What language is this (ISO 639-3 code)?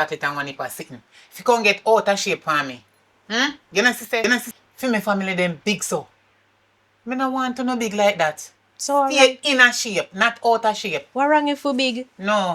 jam